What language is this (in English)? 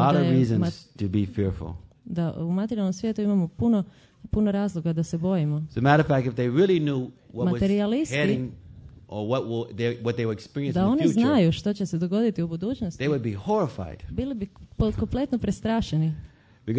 Croatian